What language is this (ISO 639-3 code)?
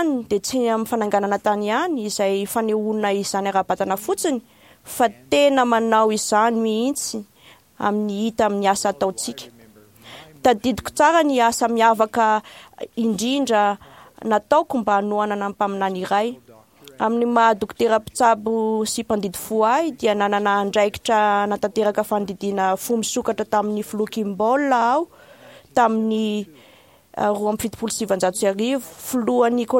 mlg